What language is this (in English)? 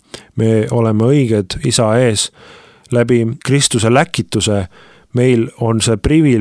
Estonian